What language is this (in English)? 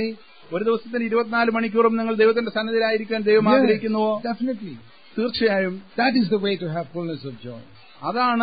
Malayalam